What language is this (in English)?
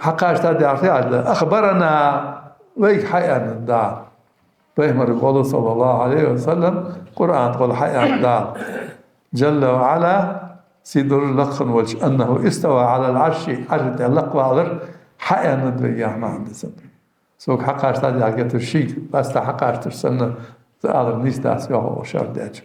Ingush